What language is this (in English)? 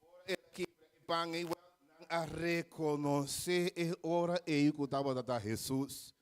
Papiamento